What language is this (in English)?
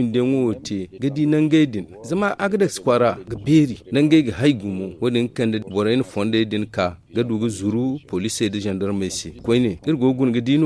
Zarma